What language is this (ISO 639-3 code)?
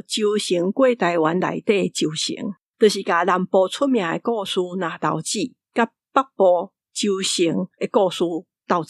nan